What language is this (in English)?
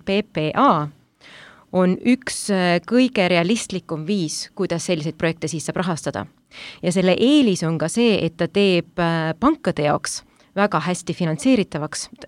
Estonian